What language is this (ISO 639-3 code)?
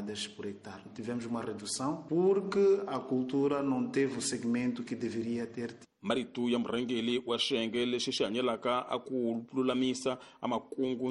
tso